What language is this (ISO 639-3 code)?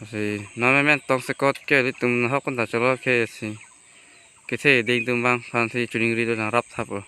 mjw